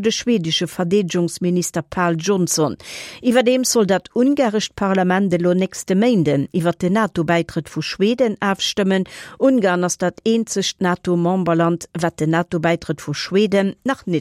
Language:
Luxembourgish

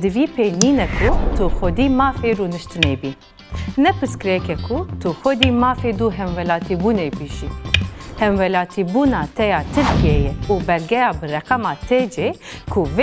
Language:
Kurdish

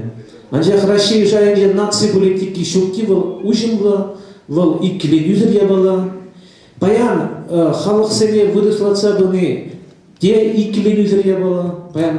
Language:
Chuvash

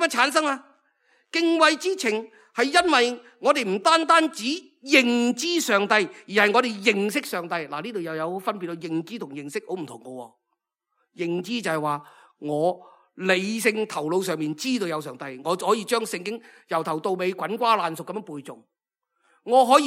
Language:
Cantonese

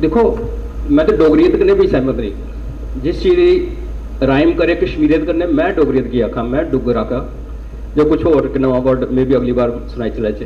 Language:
Dogri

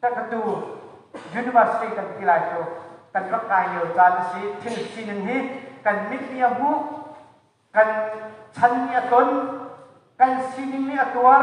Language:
Hakha Chin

